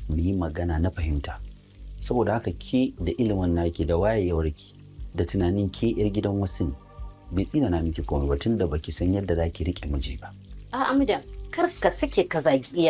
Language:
Hausa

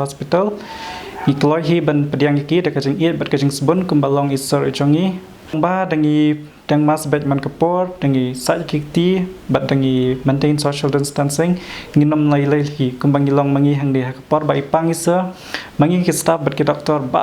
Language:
Khasi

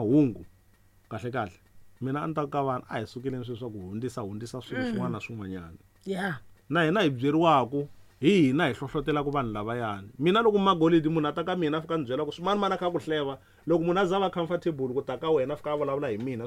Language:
Tsonga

